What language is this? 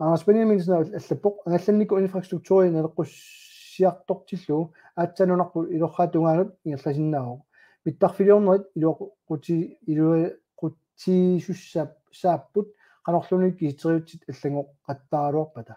Kalaallisut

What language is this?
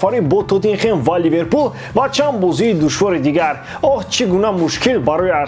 Tajik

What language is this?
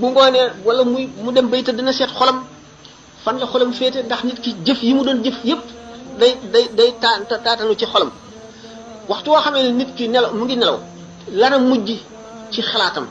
Wolof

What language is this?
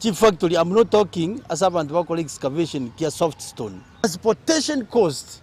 Gusii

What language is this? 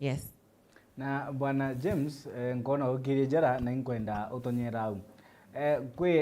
Meru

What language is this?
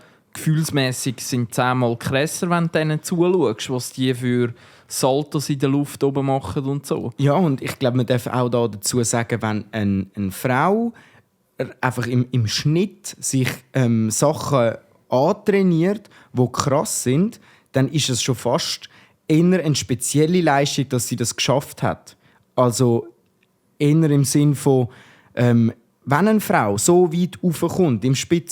Swiss German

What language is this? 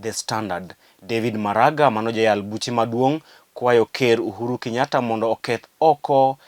Luo (Kenya and Tanzania)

